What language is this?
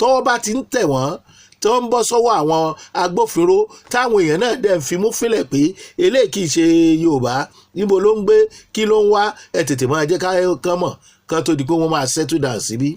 Yoruba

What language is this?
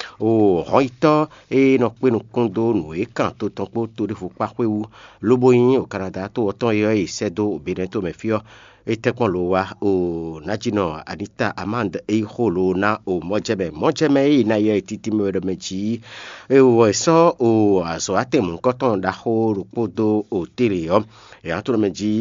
Fon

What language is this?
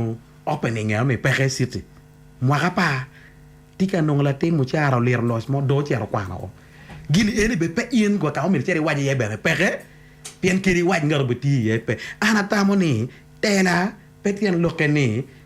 Acoli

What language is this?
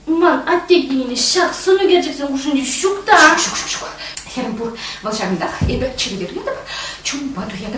Chuvash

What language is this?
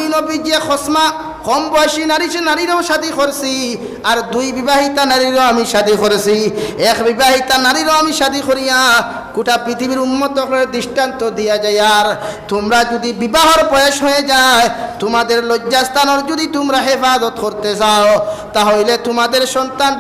Sylheti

